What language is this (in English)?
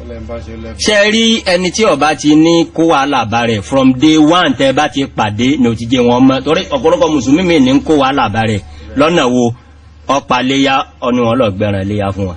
Yoruba